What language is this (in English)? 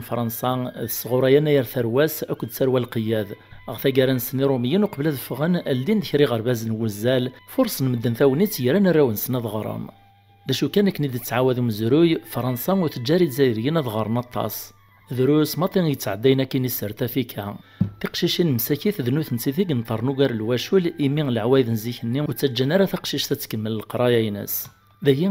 Kabyle